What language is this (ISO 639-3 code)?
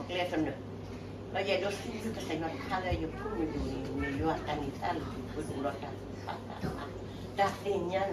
ksw